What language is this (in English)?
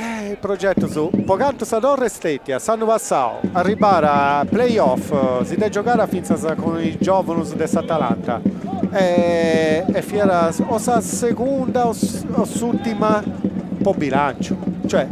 Sardinian